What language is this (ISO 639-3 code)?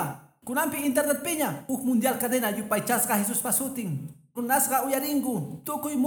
que